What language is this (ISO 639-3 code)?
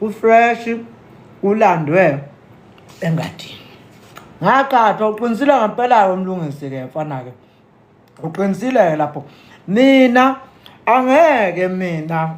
zul